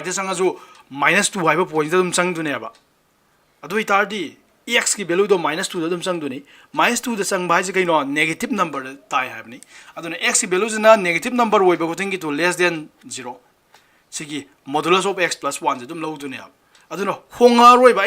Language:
Manipuri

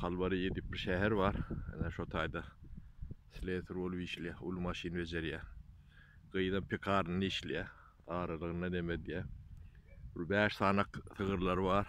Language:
Turkmen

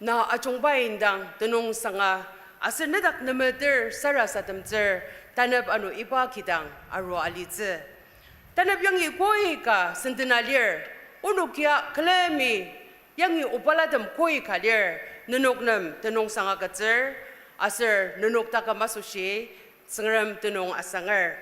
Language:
Ao Naga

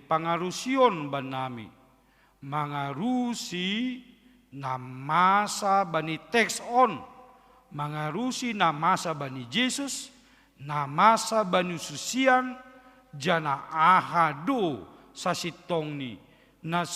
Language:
Batak Simalungun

